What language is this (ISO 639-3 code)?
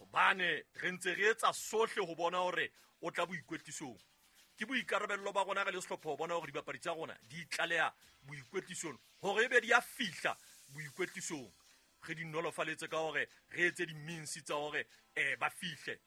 sot